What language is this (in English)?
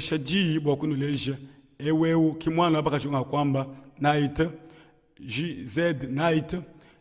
Luba-Lulua